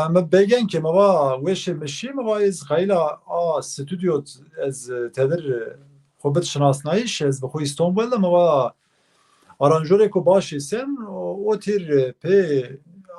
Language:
Zaza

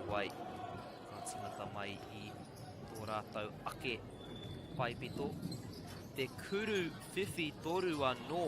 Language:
Māori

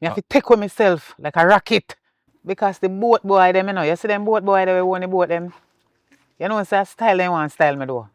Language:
Jamaican Creole English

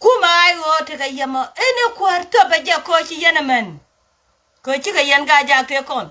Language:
Nuer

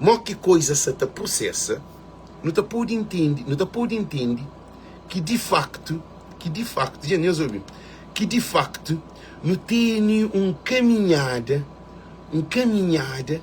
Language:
Kabuverdianu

